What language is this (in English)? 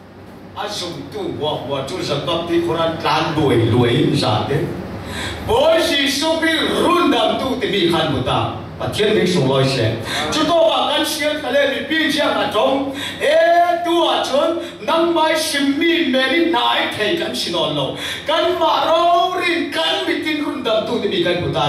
Falam Chin